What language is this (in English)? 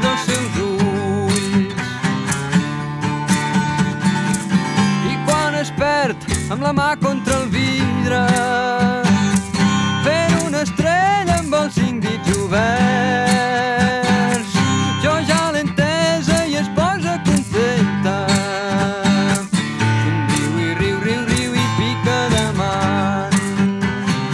Catalan